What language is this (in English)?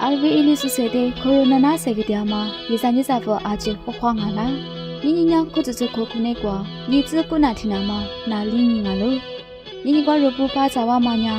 Lisu